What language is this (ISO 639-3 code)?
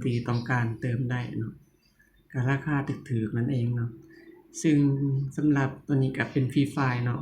lao